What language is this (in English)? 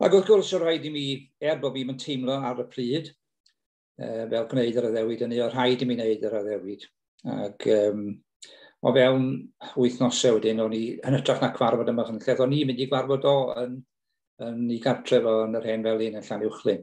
Welsh